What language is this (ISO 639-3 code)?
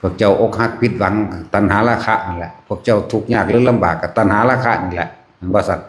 tts